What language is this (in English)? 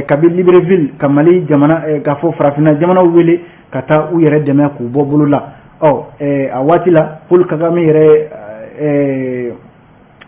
Bambara